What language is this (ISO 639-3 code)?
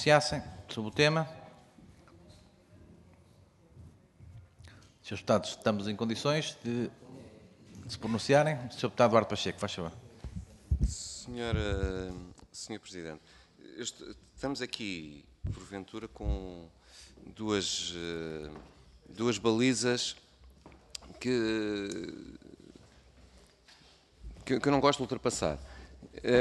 por